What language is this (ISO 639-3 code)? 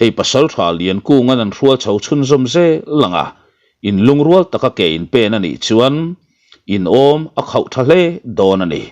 lus